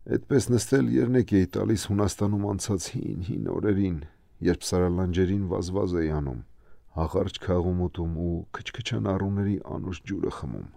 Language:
Armenian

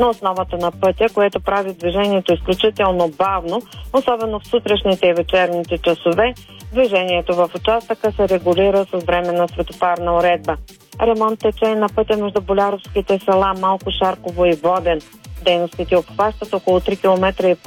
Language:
Bulgarian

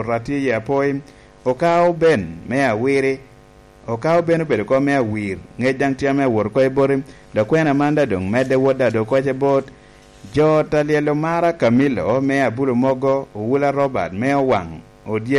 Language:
Lango (Uganda)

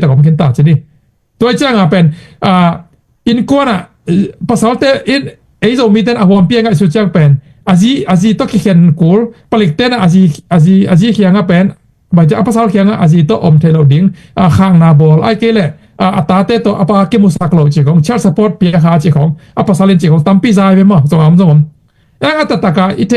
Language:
Tedim Chin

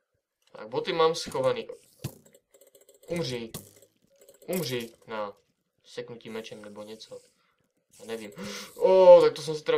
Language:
Czech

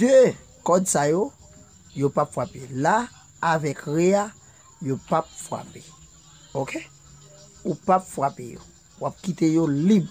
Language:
Haitian Creole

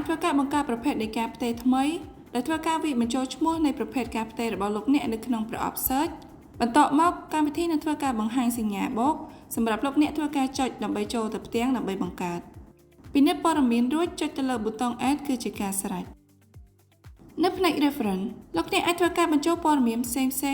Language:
Khmer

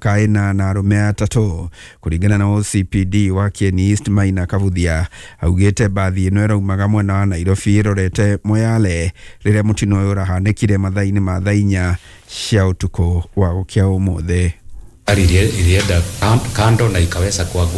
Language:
Kikuyu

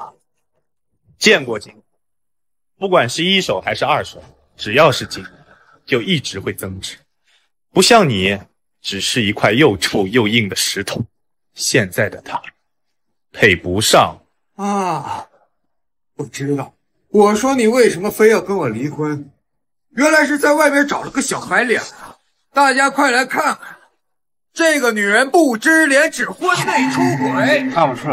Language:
Chinese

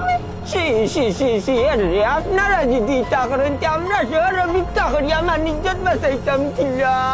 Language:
Sylheti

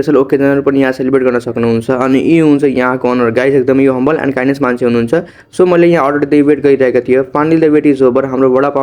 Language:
Nepali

